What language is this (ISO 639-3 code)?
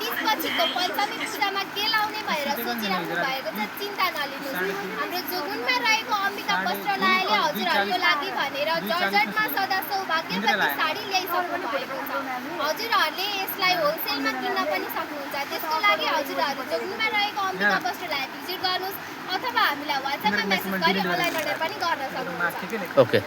nep